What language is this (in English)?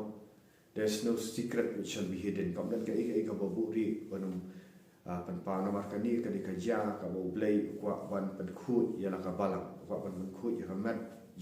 Khasi